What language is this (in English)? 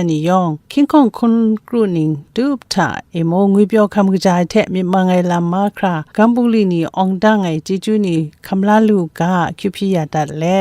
Kachin